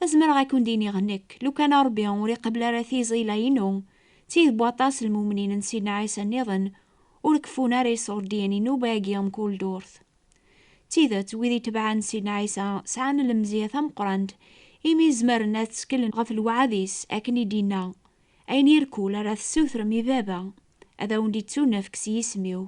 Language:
Kabyle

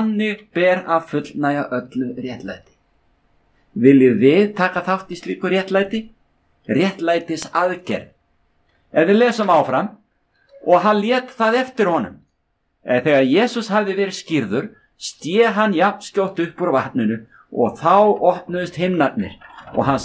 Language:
Icelandic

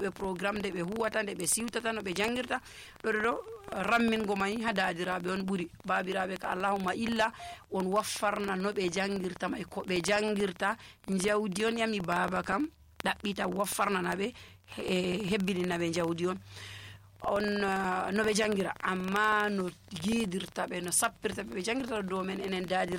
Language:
Nigerian Fulfulde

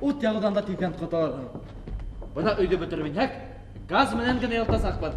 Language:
Bashkir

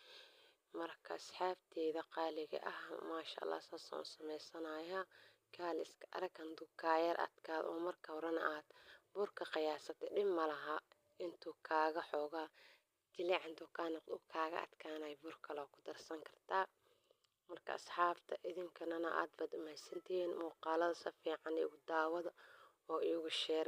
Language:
Somali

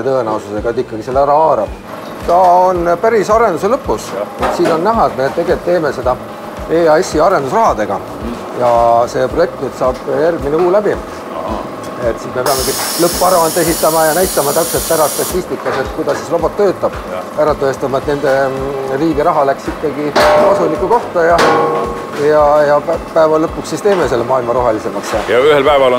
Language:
Estonian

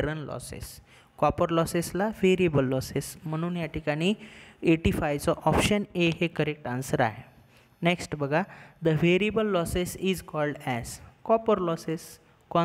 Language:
Marathi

